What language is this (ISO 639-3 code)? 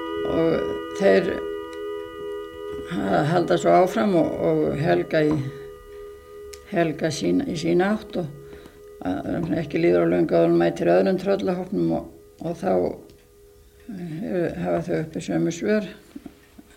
isl